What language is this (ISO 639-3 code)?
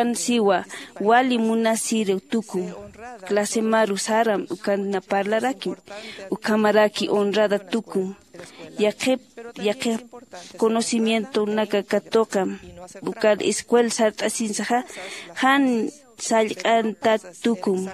aym